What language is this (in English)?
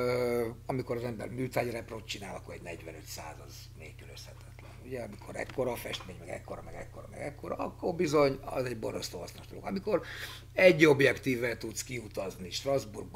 Hungarian